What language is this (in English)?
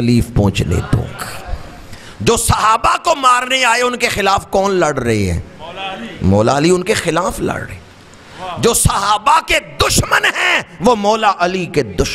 Urdu